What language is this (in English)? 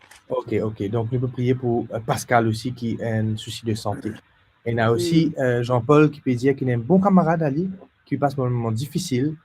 Morisyen